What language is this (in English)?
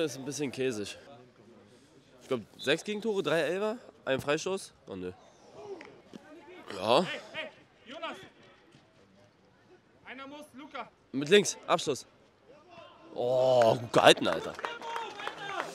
German